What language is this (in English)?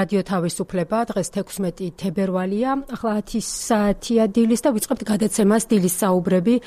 Georgian